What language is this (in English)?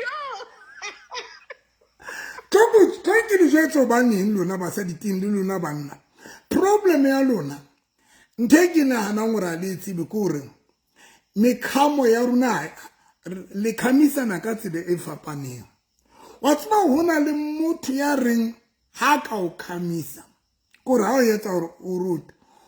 Southern Sotho